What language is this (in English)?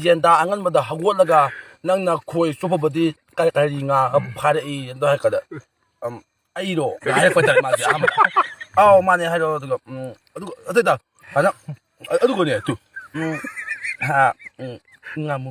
Manipuri